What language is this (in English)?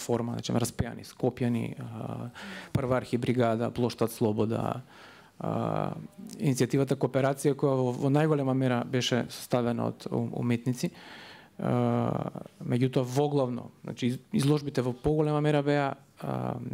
Macedonian